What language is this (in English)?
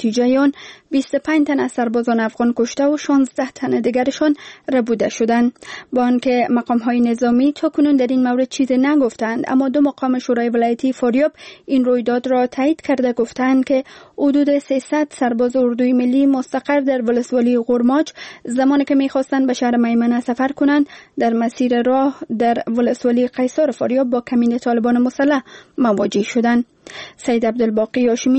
Persian